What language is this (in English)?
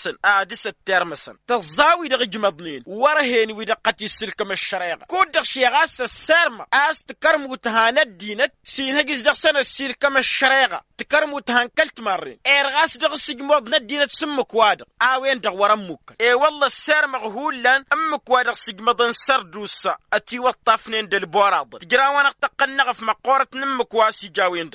Tamasheq